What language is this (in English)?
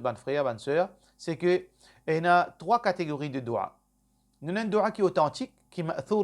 Morisyen